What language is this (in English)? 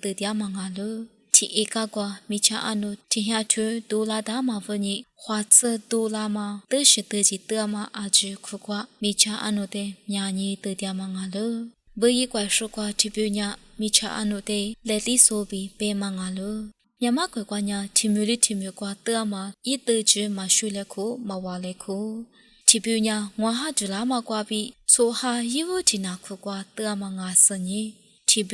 Lisu